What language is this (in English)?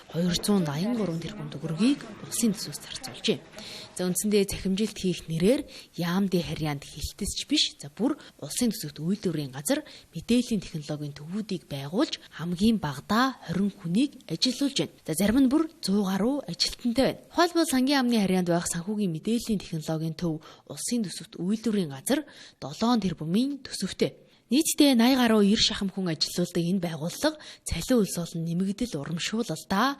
Mongolian